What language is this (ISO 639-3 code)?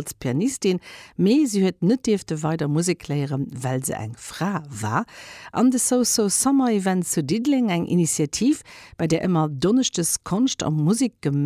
ltz